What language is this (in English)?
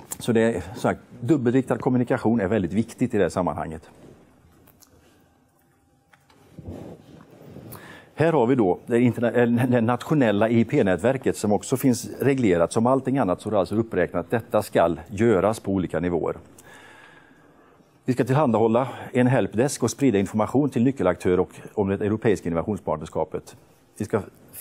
Swedish